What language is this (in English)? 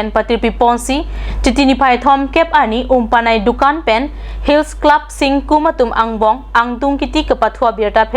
Karbi